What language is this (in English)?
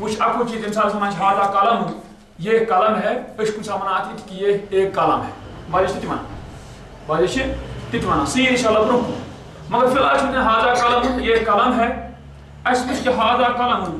Kashmiri